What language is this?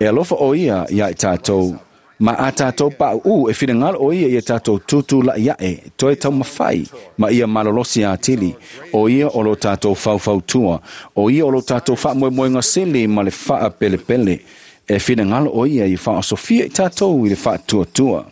Samoan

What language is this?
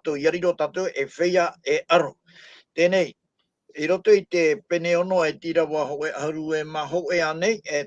Tahitian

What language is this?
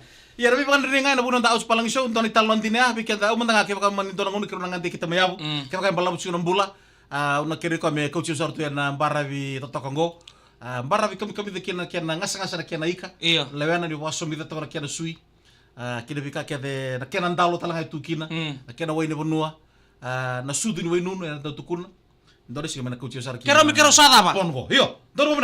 Fijian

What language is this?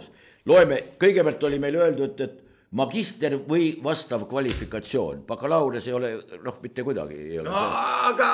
Estonian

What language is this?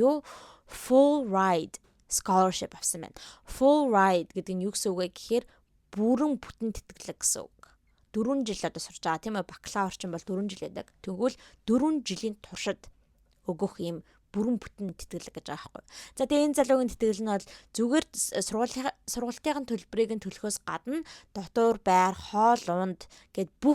Mongolian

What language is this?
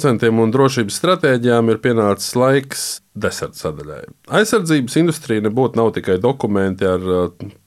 Latvian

